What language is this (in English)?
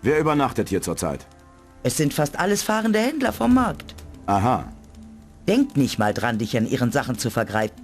Bavarian